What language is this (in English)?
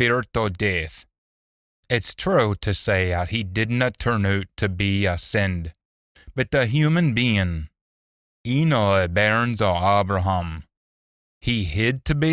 Scots